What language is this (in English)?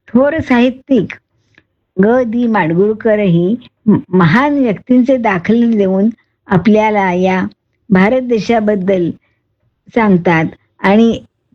Marathi